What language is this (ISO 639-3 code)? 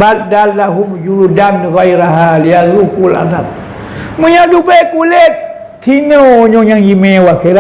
ace